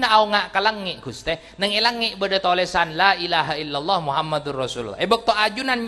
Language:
Madurese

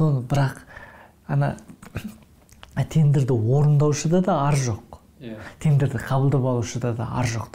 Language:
Kazakh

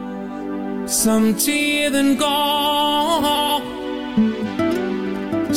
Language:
Danish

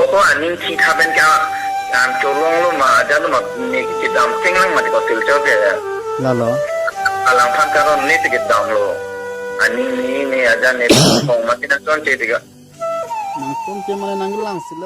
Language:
Karbi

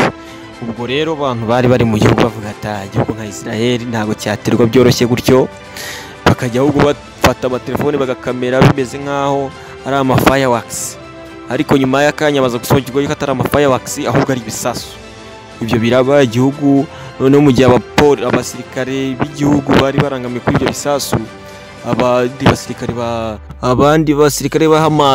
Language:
Kinyarwanda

